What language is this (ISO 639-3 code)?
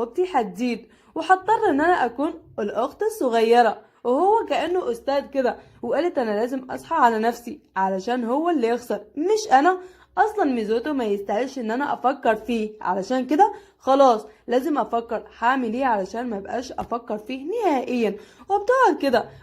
arz